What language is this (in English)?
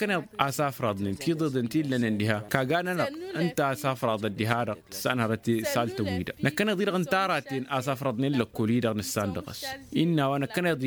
Tamasheq